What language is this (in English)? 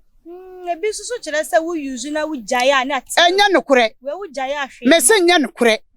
Akan